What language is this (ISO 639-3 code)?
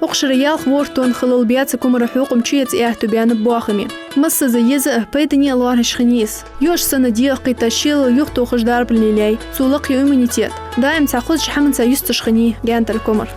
inh